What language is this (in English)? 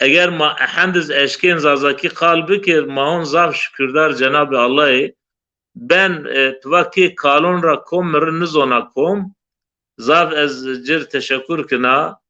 Zaza